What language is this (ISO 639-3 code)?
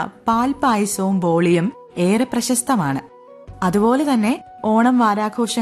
mal